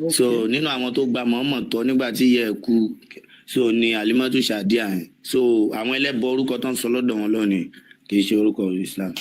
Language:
Yoruba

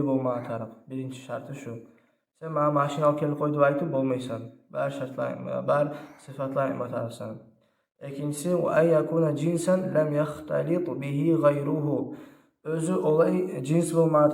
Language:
Kumyk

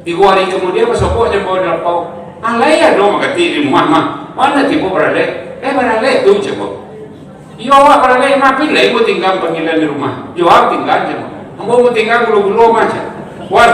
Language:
Minangkabau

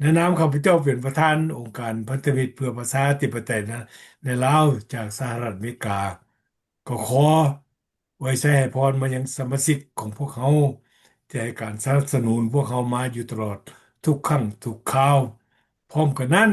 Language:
Lao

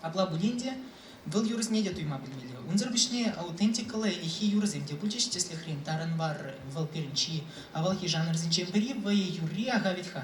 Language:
Chuvash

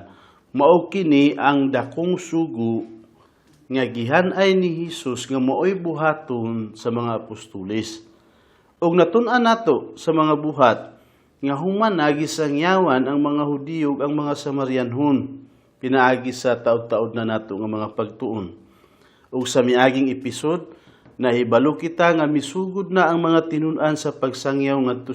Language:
Cebuano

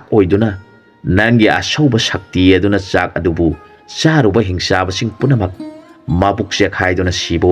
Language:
Manipuri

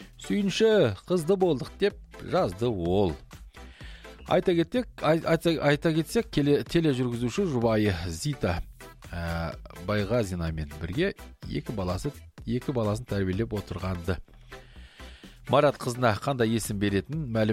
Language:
Kazakh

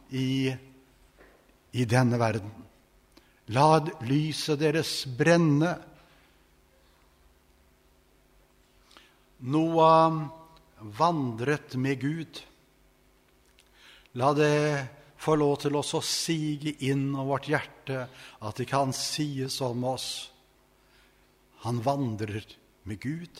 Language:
Norwegian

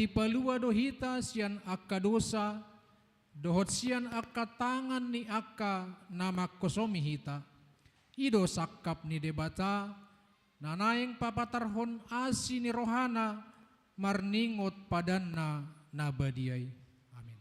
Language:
Batak Toba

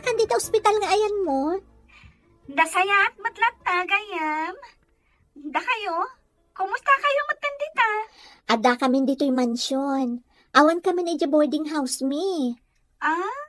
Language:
Iloko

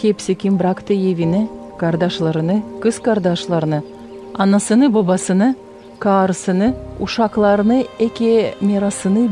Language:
Gagauz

